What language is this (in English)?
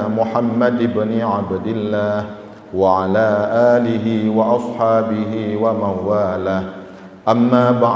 Achinese